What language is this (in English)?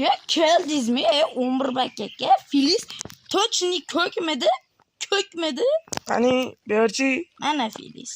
Uzbek